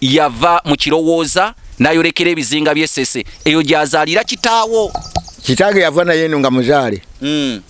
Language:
Ganda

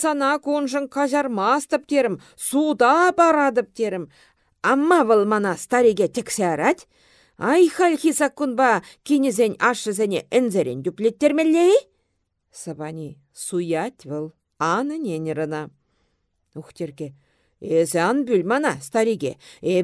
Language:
Chuvash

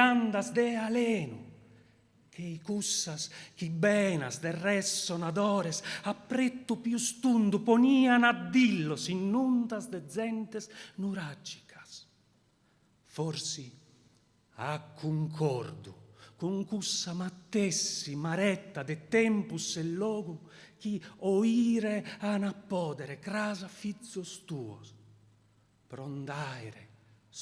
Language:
Sardinian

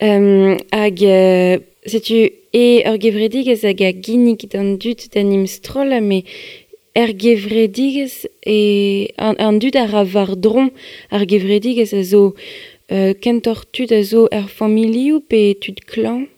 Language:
Breton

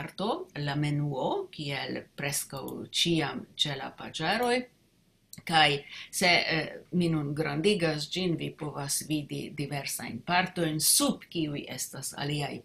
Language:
Esperanto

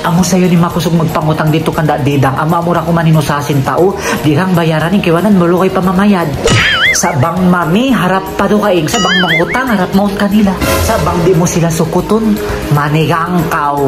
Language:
Tausug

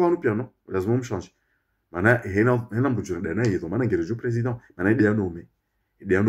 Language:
Ngazidja Comorian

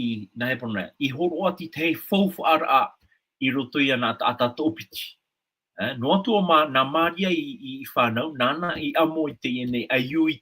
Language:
Tahitian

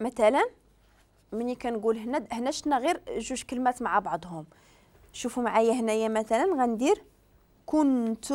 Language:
Moroccan Arabic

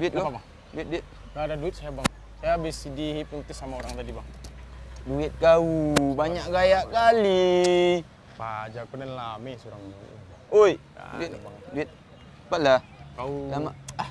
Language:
Minangkabau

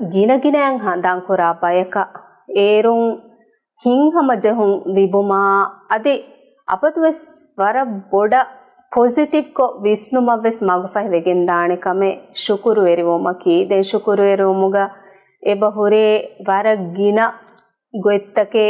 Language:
Divehi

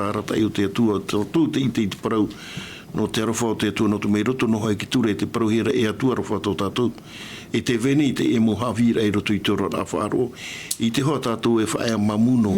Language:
Tahitian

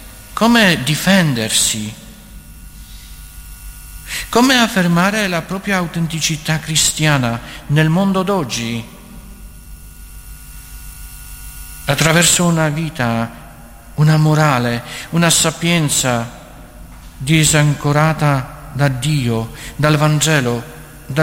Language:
Italian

